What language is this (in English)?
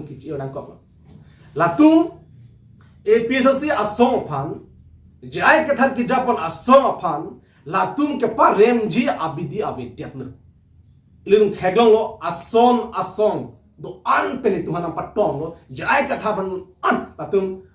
Karbi